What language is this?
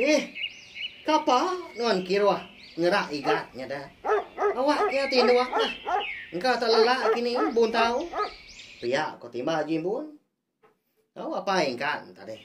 Iban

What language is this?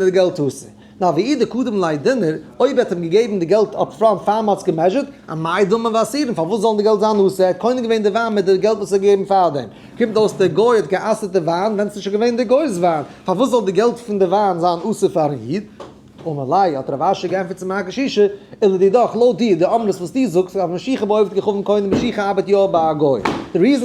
Yiddish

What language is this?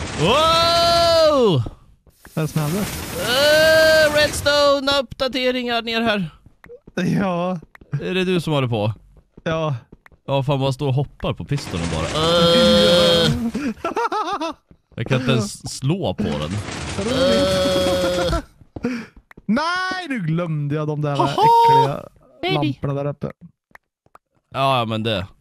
Swedish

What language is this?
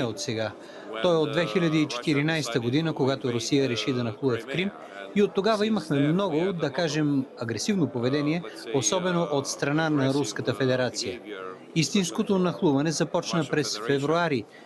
Bulgarian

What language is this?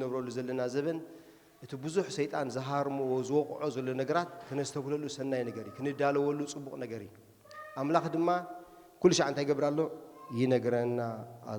Tigrinya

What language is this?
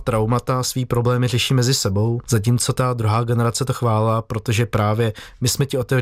Czech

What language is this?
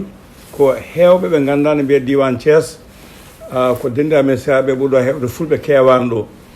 Fula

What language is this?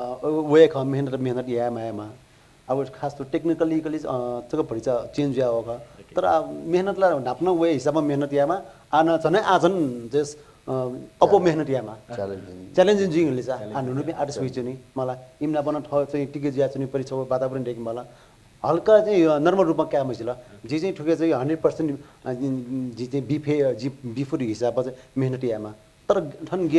Newari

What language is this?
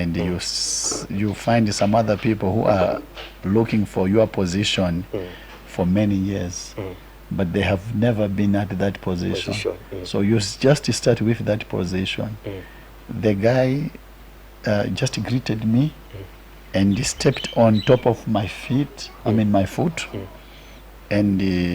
Nyanja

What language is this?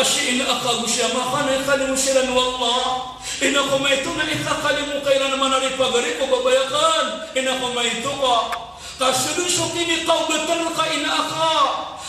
Maranao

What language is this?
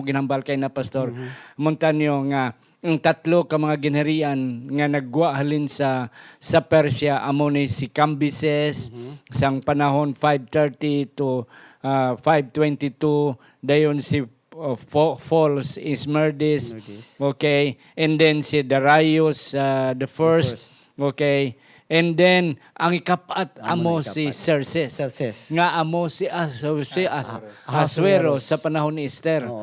Hiligaynon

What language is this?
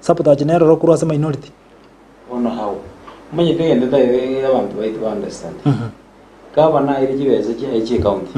Gusii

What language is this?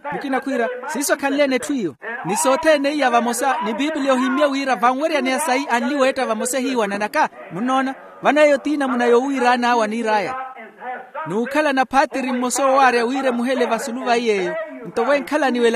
Makhuwa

